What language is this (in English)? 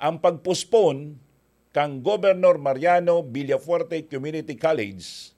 Bikol